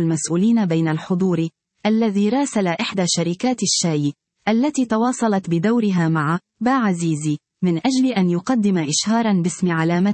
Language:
Arabic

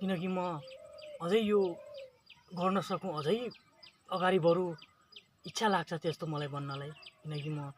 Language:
Nepali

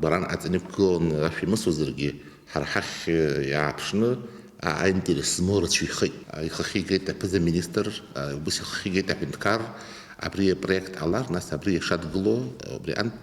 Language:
Abkhazian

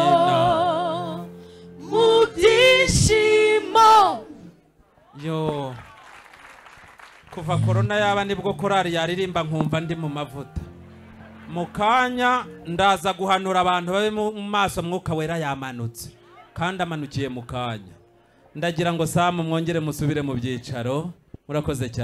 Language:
Kinyarwanda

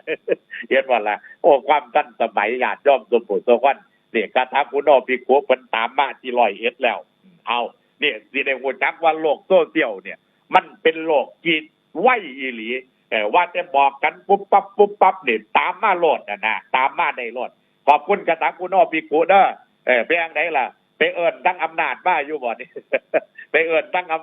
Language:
Northeastern Thai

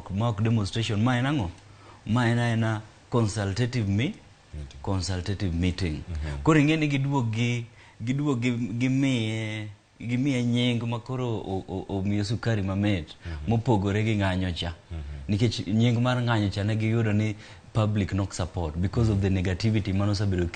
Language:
Luo (Kenya and Tanzania)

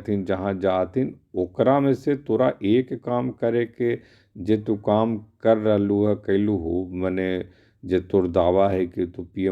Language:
Magahi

